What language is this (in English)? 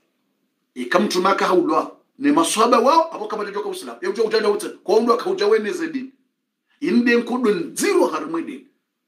Swahili